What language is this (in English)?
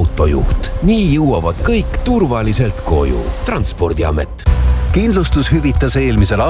Estonian